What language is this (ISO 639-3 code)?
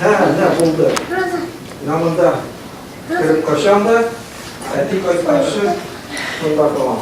tat